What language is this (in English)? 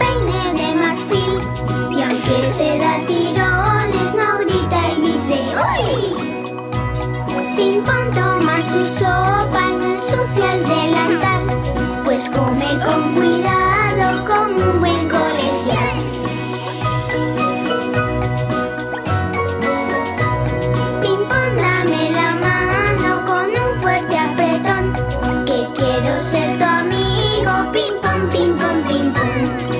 Spanish